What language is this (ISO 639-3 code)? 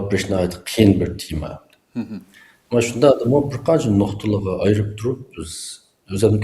uig